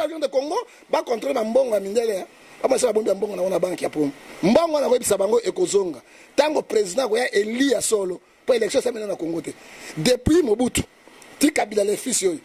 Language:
Lingala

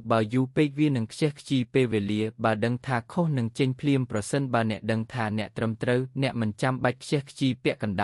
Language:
Khmer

